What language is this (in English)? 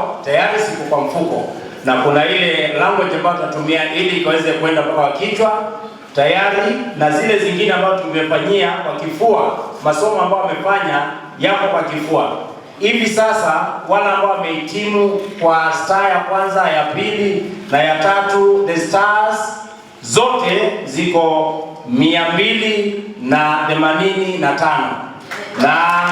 Swahili